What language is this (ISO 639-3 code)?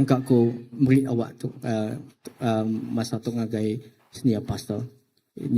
iba